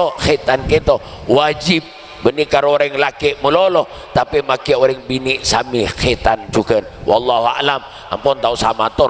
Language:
Madurese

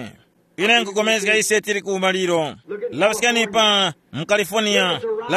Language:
Tumbuka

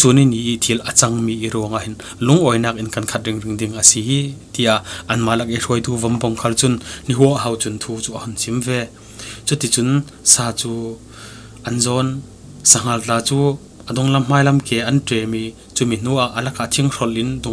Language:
Falam Chin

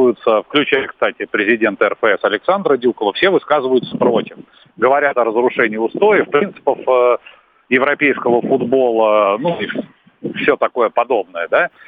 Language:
Russian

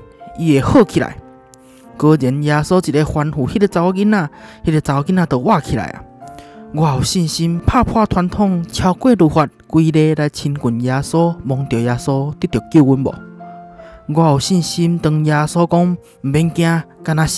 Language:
Min Nan Chinese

